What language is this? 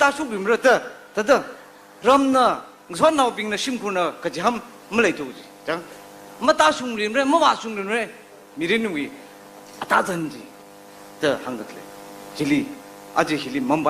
Tangkhul Naga (India)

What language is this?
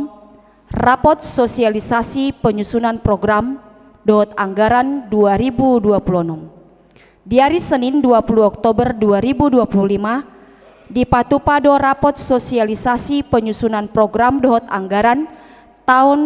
Batak Toba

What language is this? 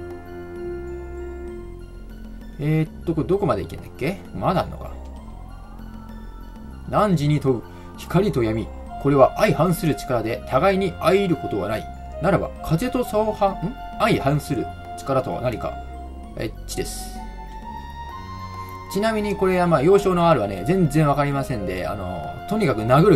Japanese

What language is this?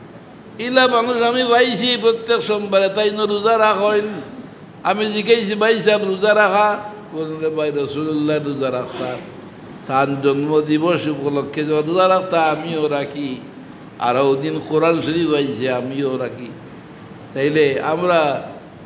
Sylheti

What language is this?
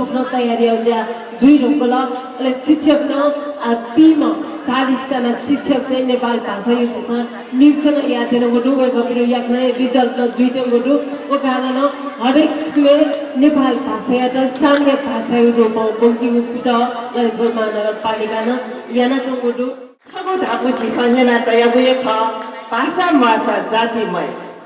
Newari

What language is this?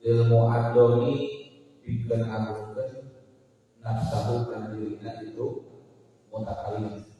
Sundanese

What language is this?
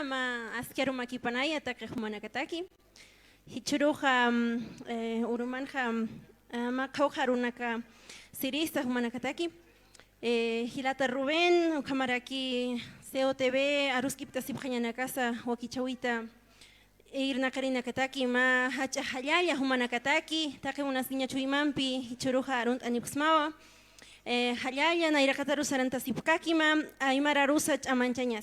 Aymara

